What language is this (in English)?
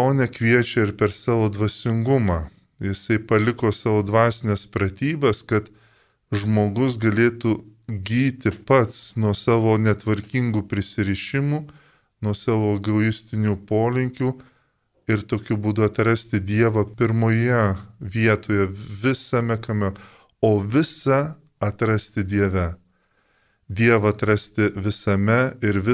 Lithuanian